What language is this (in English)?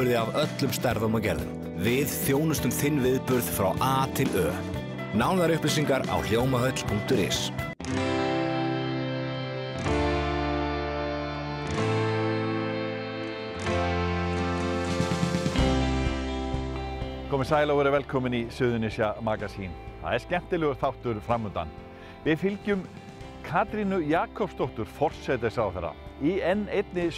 Icelandic